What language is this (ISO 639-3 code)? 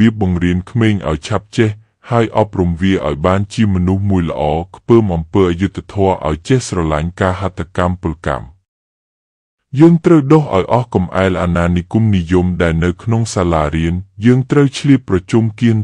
khm